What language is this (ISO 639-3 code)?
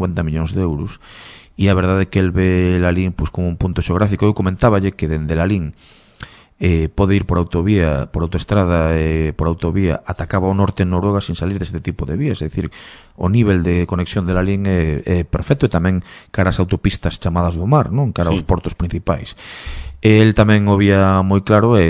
glg